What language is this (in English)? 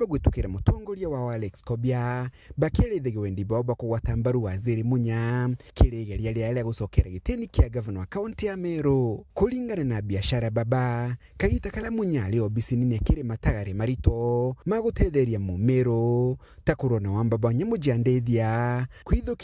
Meru